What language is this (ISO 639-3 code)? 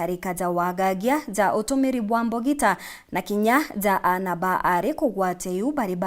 mer